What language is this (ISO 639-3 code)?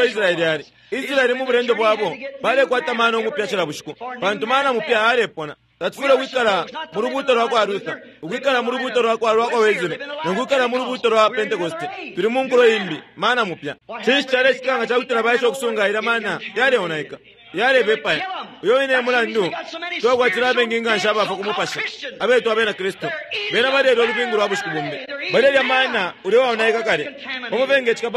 bem